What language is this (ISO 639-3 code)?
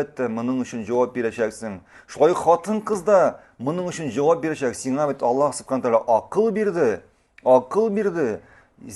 tat